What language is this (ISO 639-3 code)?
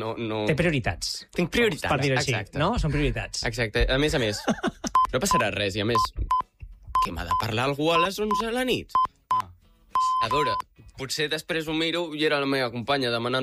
cat